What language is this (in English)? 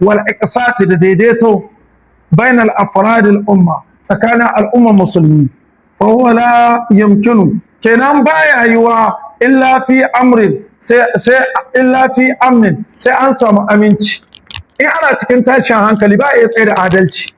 Hausa